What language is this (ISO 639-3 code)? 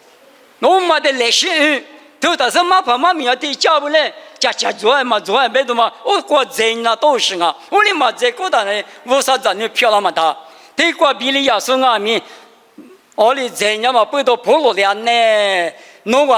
lis